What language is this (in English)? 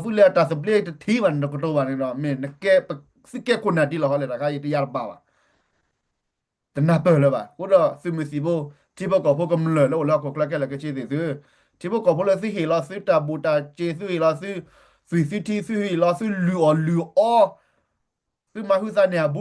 S'gaw Karen